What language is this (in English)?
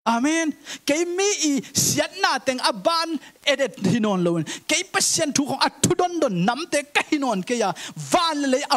Tedim Chin